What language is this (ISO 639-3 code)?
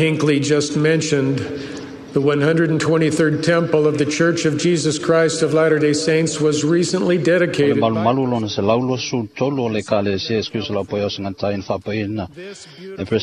smo